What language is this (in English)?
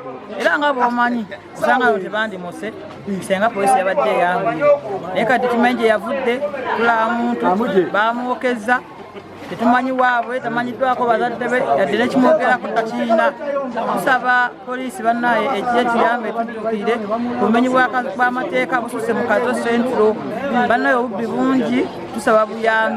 Ganda